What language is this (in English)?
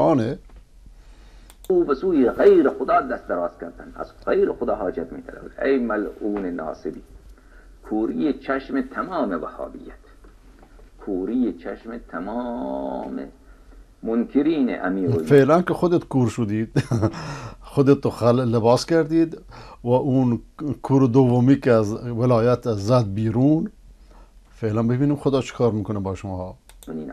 Persian